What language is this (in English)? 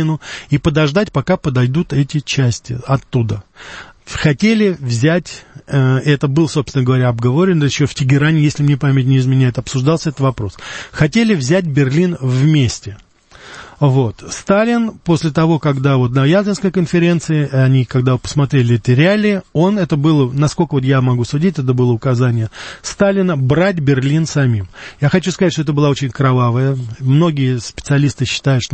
Russian